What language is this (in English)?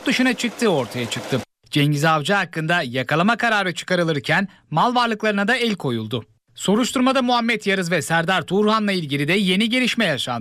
Turkish